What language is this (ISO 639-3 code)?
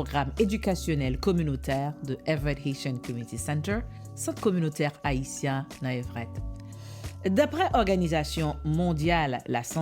hat